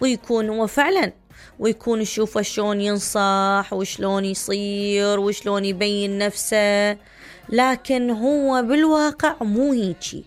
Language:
Mesopotamian Arabic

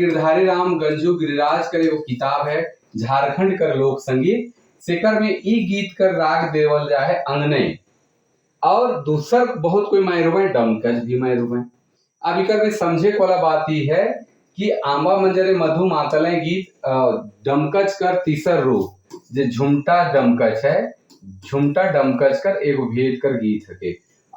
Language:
Sadri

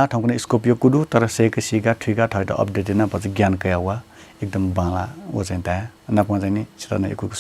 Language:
Newari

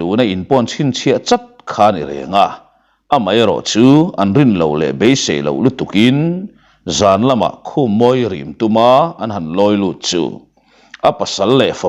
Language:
Mizo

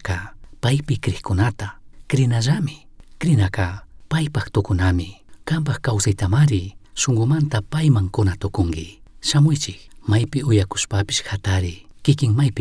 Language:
Chimborazo Highland Quichua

